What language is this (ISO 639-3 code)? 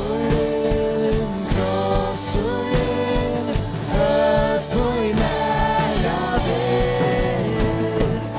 fao